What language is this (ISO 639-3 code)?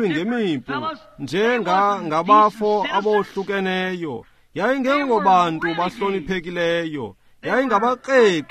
xho